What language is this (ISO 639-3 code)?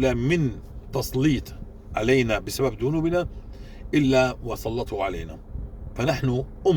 apc